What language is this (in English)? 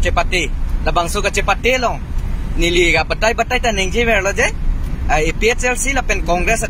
Karbi